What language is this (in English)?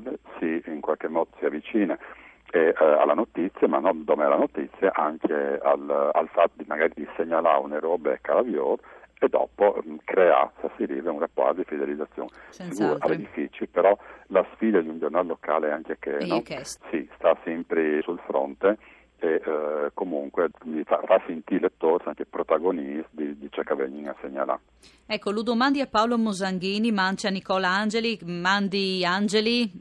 Friulian